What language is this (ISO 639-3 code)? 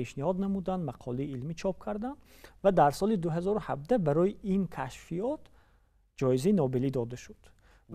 tgk